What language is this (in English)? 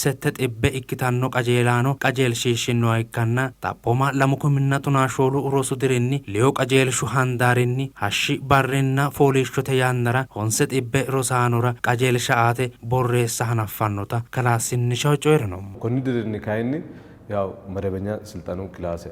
Sidamo